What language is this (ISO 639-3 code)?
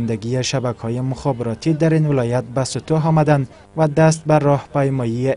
fas